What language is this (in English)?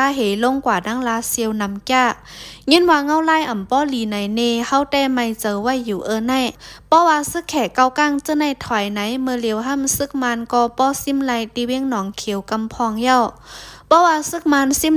Shan